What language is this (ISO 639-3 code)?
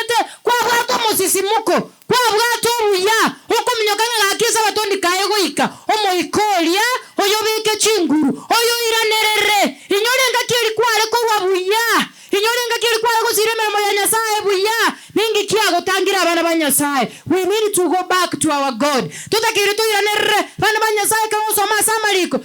guz